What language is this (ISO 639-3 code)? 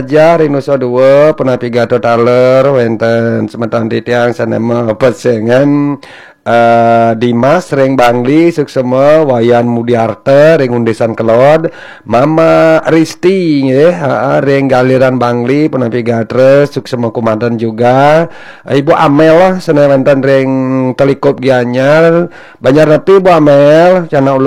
ban